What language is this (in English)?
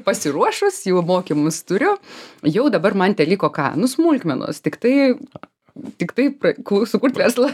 Lithuanian